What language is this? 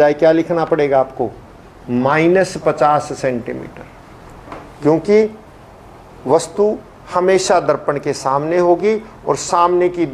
Hindi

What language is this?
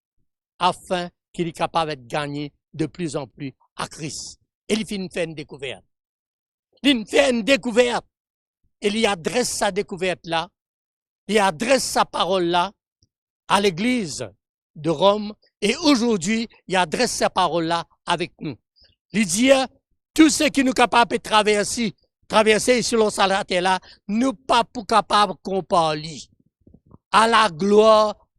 Morisyen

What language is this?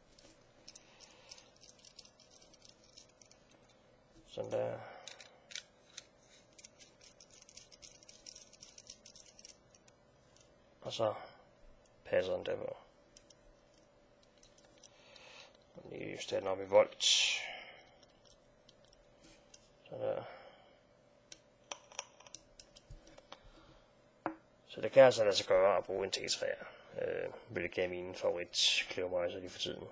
Danish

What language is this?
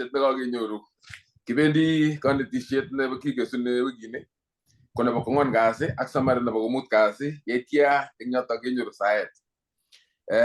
Kalenjin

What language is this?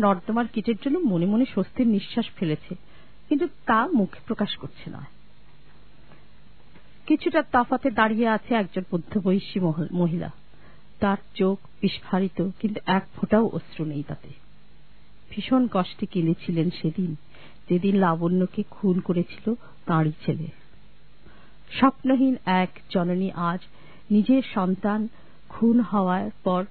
Bangla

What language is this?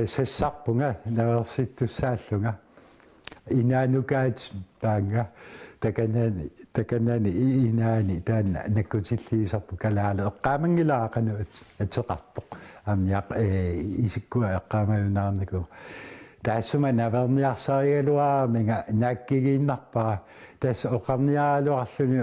Kalaallisut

